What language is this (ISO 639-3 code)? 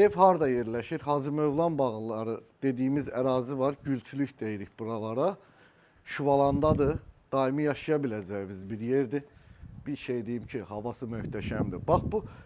aze